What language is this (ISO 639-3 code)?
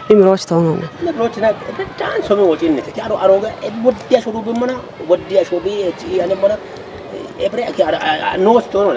kbr